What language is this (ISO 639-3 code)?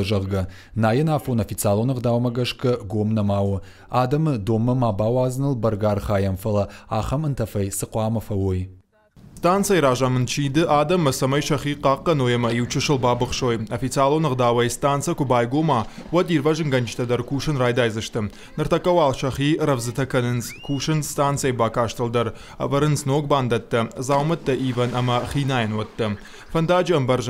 oss